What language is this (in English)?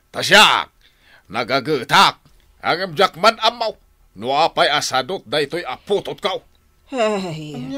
Iloko